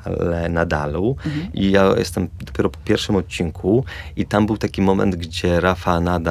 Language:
Polish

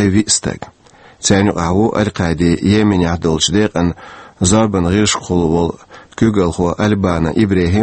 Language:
Chechen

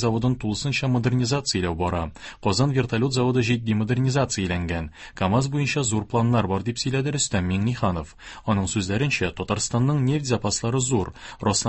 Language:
Tatar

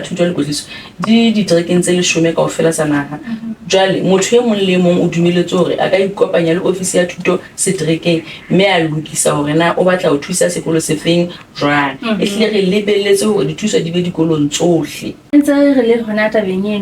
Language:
Southern Sotho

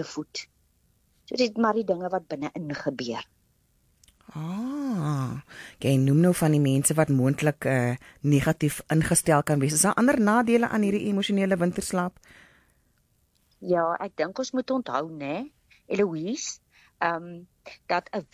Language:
Afrikaans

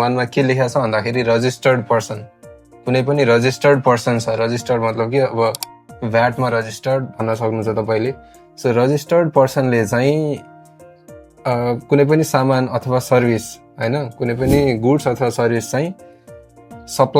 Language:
Nepali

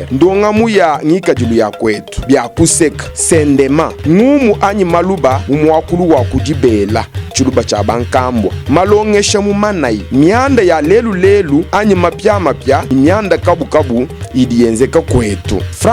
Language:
Luba-Lulua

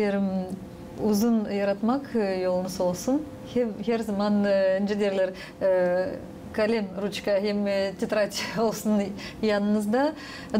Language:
Gagauz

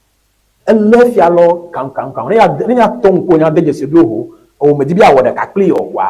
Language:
Ewe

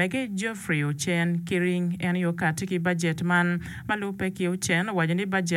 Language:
Acoli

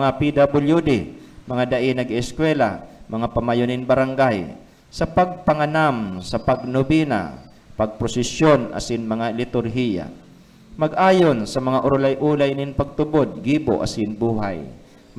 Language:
Bikol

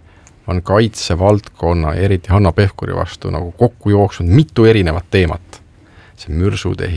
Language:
Estonian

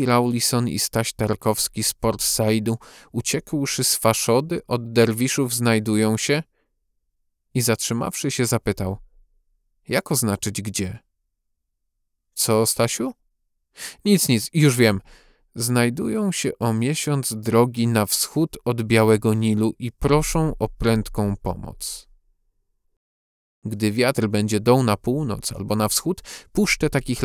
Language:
Polish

